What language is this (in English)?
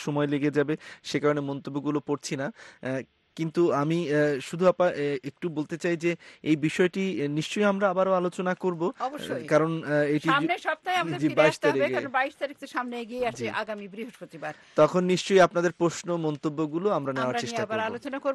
Bangla